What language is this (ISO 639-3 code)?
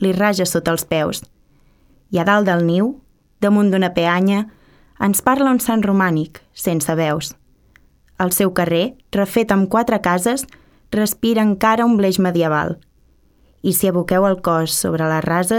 cat